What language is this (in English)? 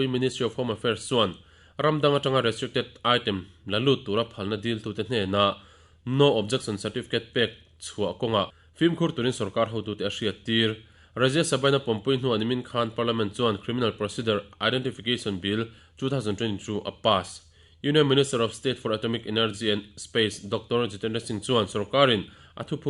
Mizo